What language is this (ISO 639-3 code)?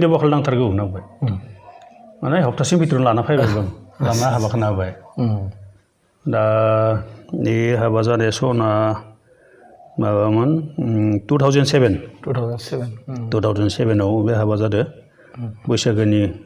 brx